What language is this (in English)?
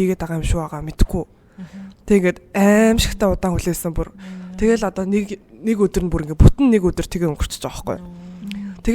Mongolian